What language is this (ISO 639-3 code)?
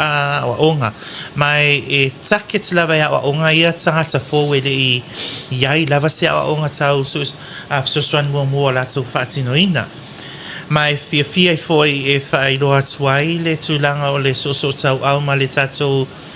smo